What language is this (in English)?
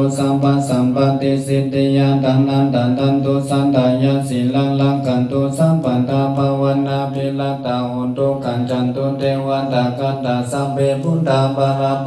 Pali